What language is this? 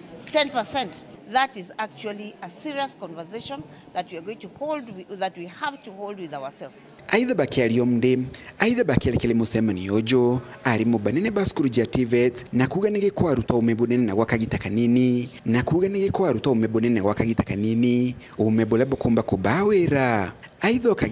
Meru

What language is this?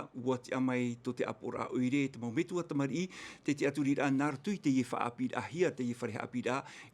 Tahitian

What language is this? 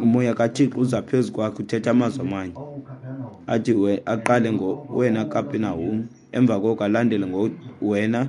Xhosa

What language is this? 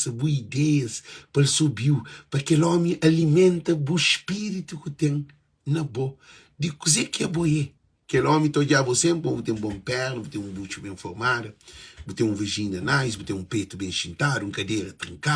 Kabuverdianu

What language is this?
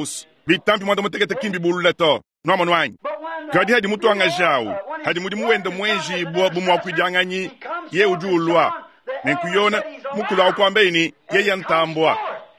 Luba-Lulua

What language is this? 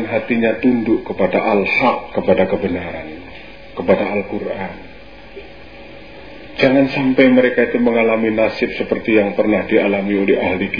Indonesian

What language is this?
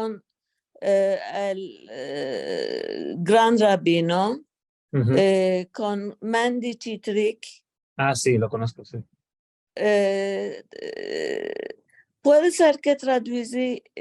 Ladino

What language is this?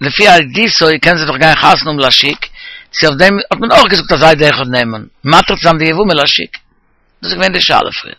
Yiddish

